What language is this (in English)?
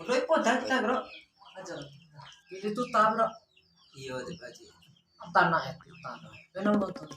Bima